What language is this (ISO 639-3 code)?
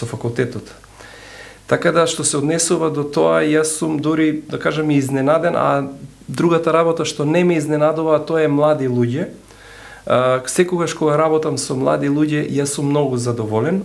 mkd